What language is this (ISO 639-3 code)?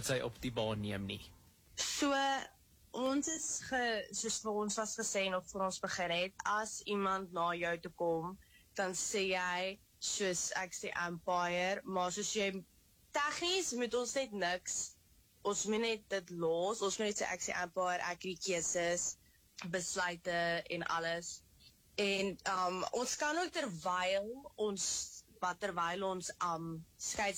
afr